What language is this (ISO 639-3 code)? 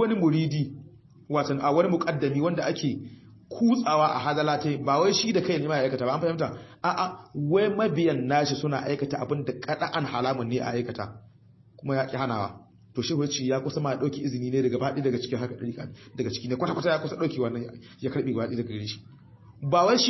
hau